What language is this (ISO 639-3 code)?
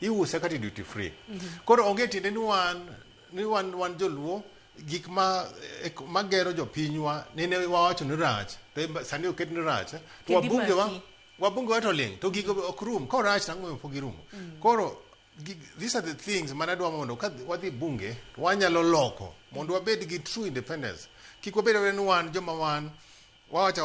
luo